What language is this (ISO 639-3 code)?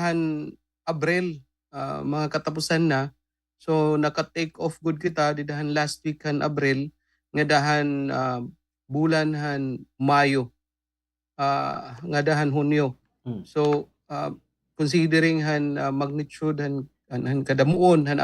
war